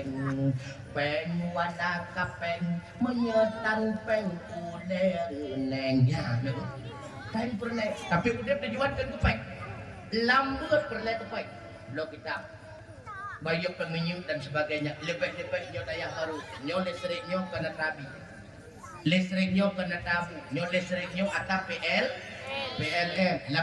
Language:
Achinese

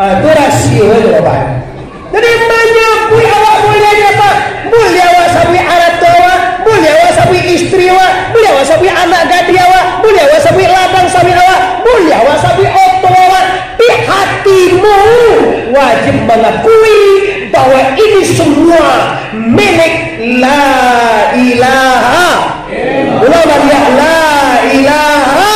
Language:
Minangkabau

